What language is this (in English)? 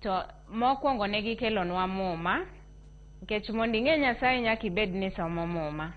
Luo (Kenya and Tanzania)